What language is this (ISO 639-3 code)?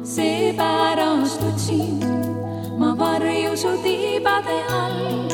est